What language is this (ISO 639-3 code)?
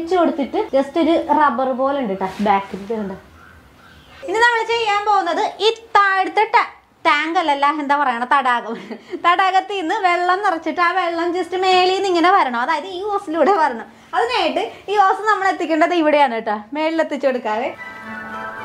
mal